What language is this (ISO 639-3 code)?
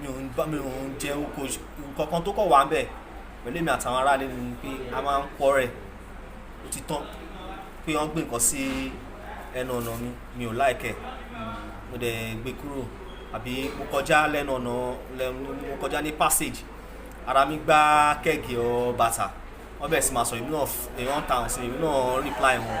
yor